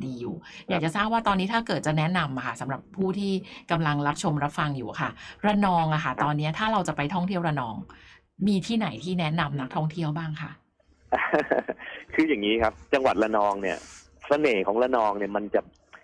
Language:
Thai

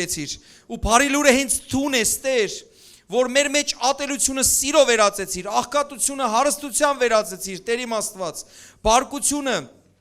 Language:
Western Armenian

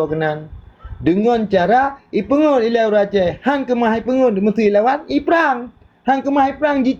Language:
Achinese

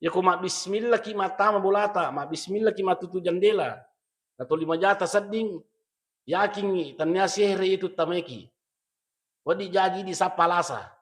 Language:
Buginese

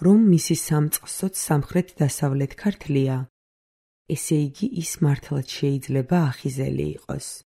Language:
Georgian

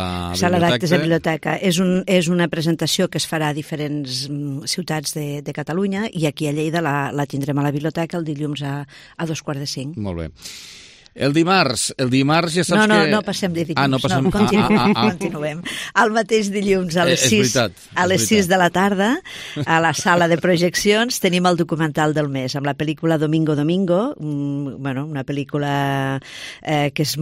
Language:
Catalan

